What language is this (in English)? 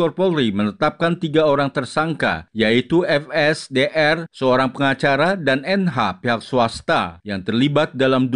Indonesian